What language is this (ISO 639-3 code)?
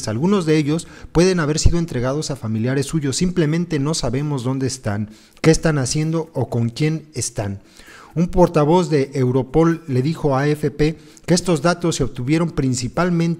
spa